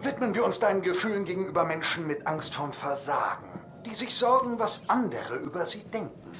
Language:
Swiss German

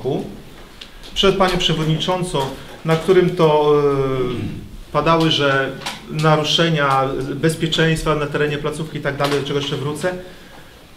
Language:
Polish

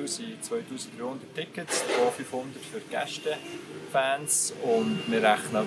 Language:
Swiss German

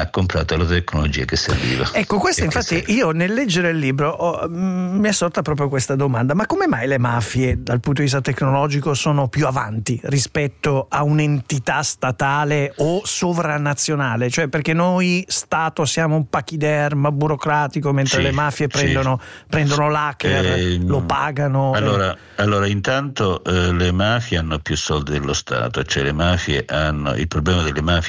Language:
Italian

